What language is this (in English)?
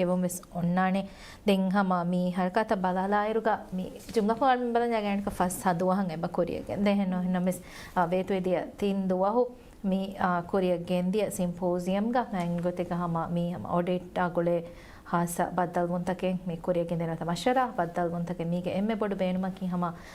Divehi